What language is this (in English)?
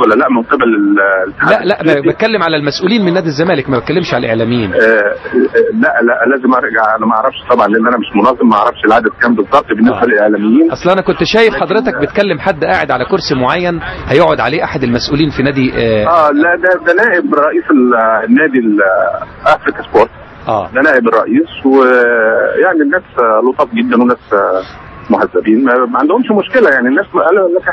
Egyptian Arabic